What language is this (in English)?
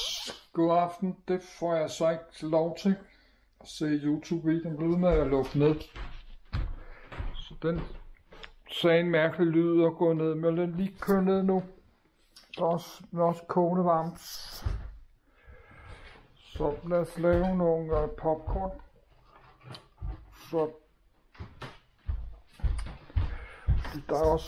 Danish